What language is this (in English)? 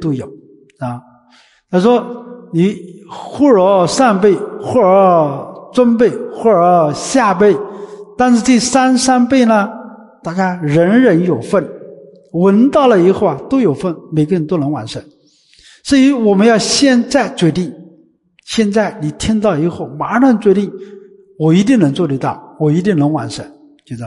Chinese